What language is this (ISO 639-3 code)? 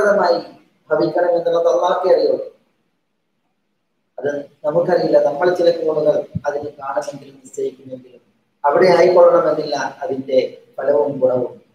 mal